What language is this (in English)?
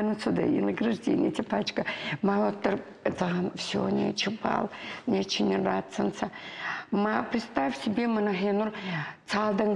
Ossetic